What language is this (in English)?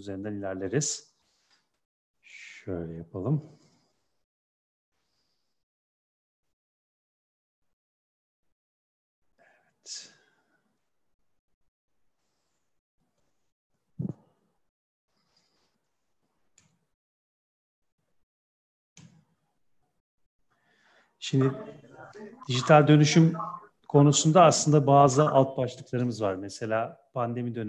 Turkish